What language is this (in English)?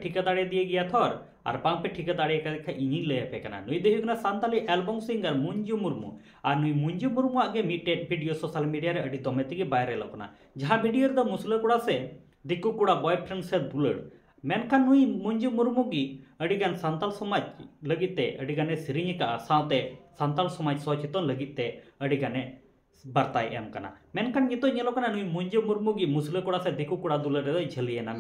Santali